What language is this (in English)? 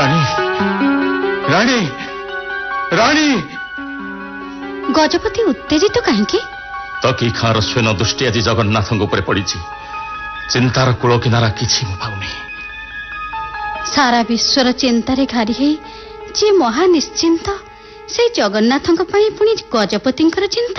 Odia